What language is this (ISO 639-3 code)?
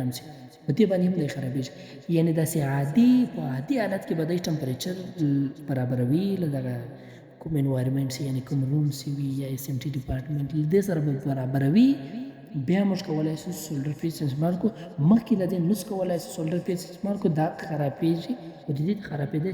pus